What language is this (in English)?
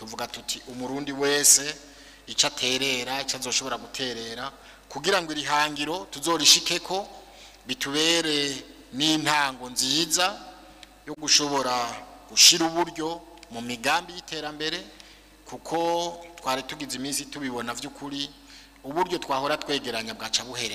Rundi